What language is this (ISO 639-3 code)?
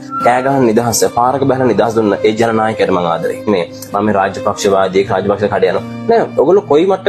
sin